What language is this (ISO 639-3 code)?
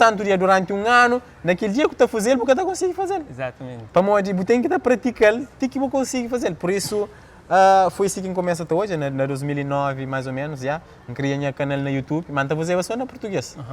kea